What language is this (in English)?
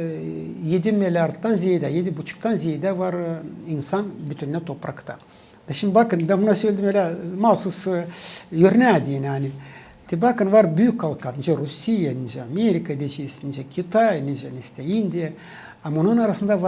Gagauz